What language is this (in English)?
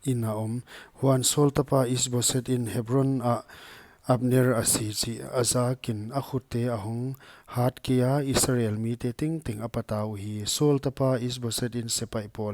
Paite Chin